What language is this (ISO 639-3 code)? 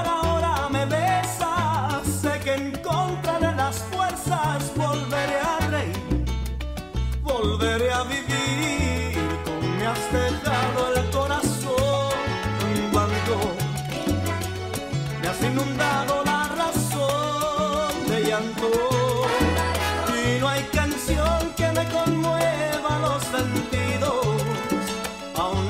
spa